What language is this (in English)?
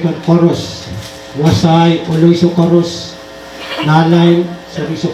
Pohnpeian